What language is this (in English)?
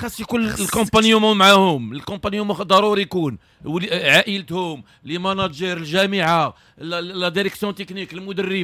Moroccan Arabic